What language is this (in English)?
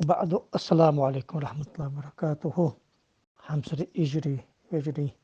Ingush